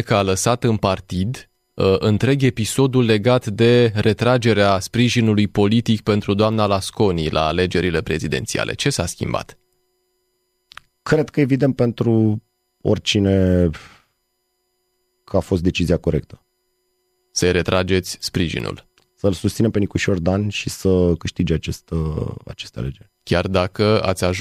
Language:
Romanian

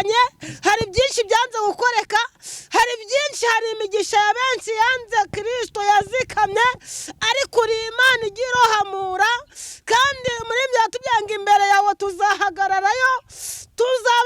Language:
Kinyarwanda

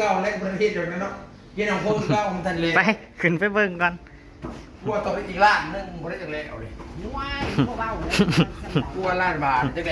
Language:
Northeastern Thai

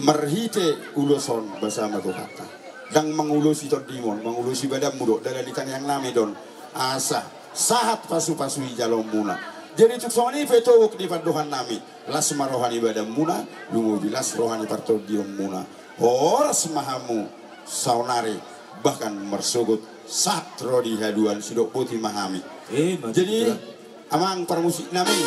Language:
Batak Toba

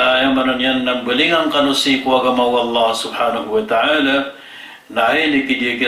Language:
Maranao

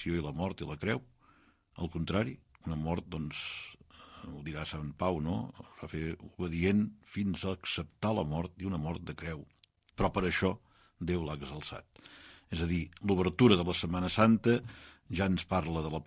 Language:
Catalan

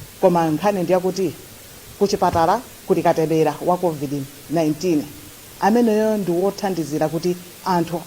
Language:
Nyanja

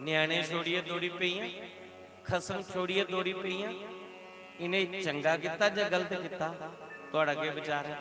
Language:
Dogri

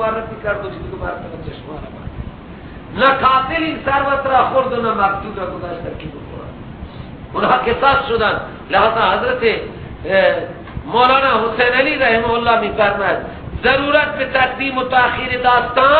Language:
Persian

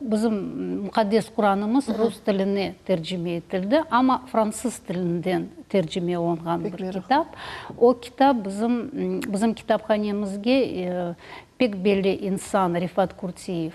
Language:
Crimean Tatar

